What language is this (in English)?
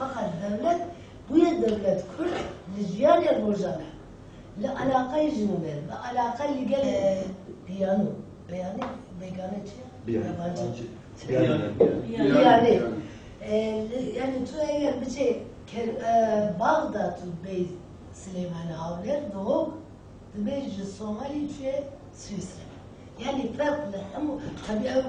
Kurdish